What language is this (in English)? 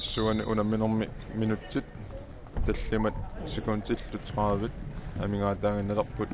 Kalaallisut